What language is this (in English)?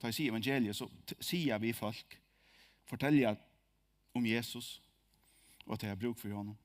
Faroese